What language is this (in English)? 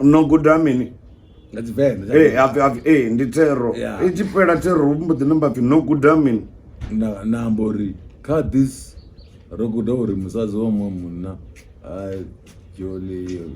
Venda